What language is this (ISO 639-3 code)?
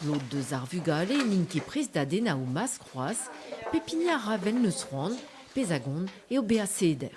bre